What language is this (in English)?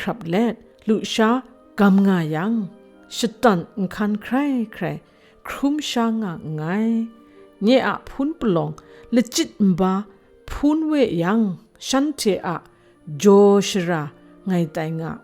Kachin